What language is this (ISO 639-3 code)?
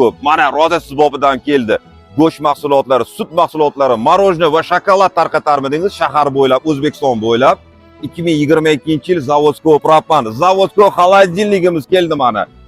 uzb